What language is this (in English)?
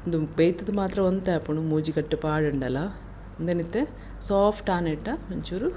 Tulu